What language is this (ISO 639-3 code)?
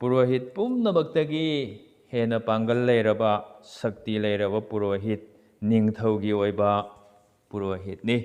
mni